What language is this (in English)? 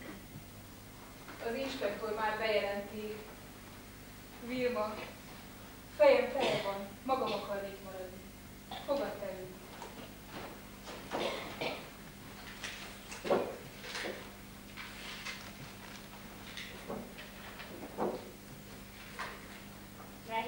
Hungarian